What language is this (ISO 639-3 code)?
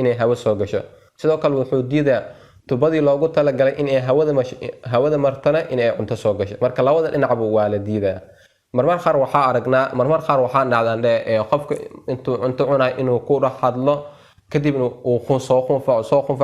som